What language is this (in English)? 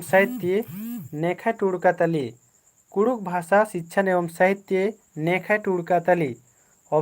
Kurukh